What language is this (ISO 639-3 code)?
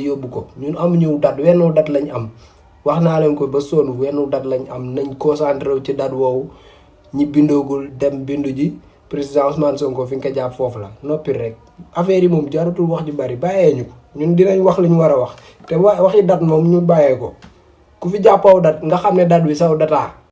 wol